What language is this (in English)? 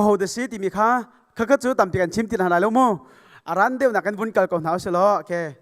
Hakha Chin